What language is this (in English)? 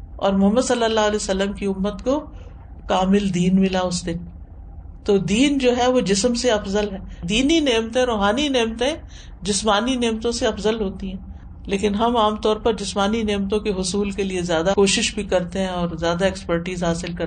Urdu